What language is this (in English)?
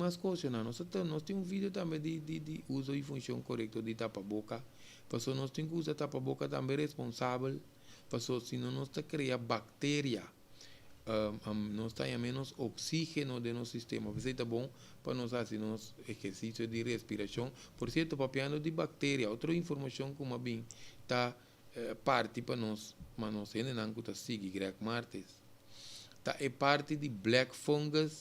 Papiamento